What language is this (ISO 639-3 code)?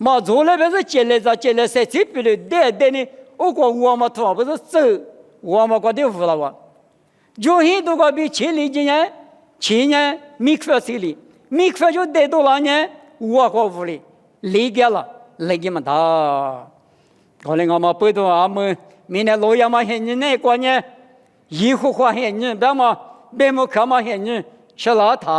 lis